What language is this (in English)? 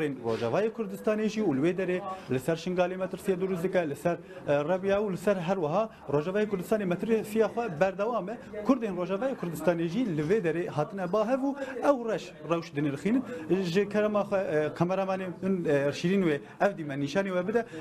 Kurdish